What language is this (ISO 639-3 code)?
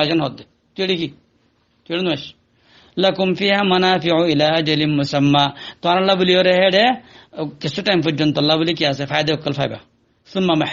rhg